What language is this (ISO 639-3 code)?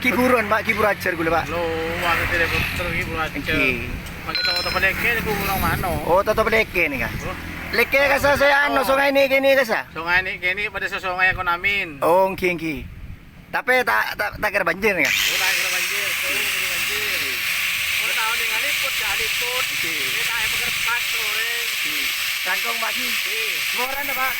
mad